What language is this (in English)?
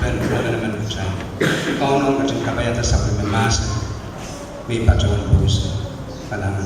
Pohnpeian